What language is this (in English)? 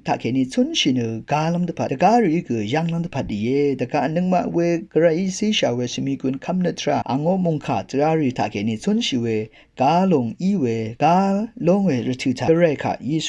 Rawang